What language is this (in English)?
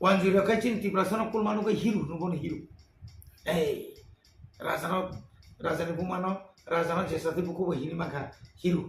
Kok Borok